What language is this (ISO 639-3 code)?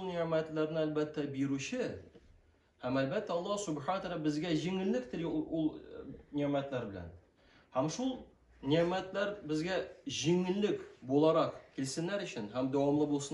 tat